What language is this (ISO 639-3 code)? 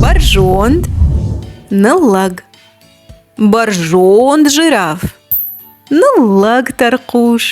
oss